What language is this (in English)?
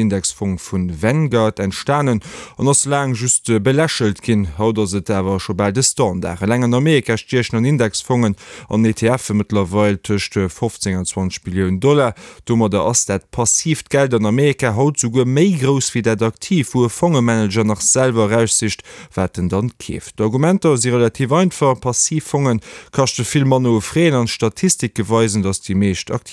Luxembourgish